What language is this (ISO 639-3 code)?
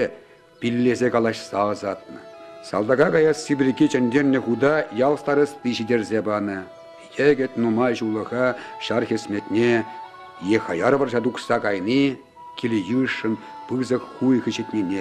chv